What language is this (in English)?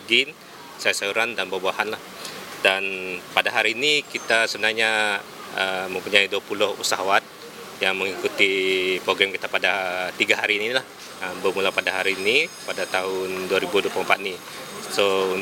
Malay